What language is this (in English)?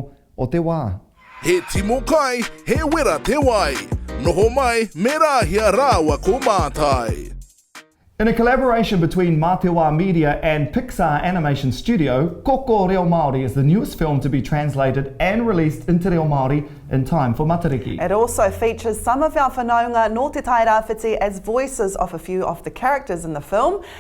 Māori